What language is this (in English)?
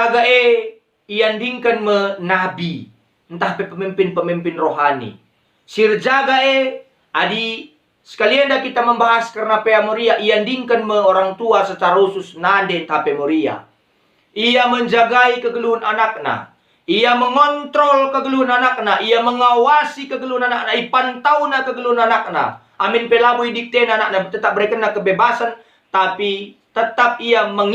Batak Karo